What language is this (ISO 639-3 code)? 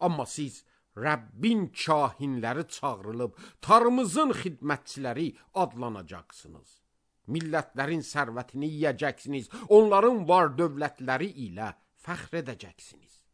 aze